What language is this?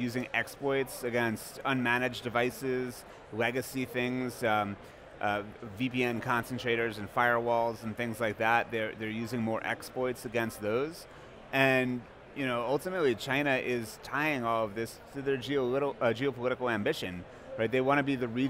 English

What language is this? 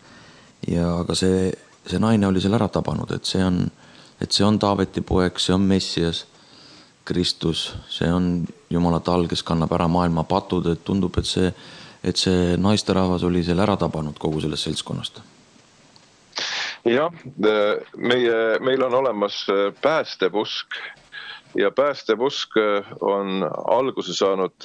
Estonian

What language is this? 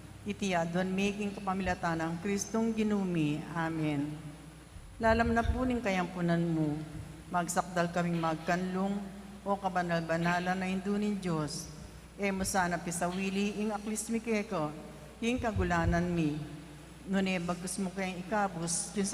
Pampanga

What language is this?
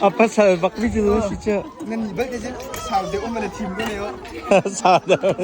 Hakha Chin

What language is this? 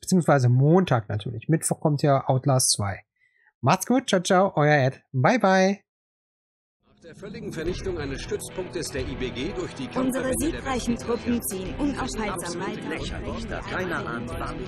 German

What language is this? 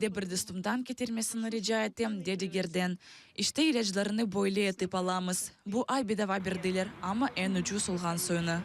Crimean Tatar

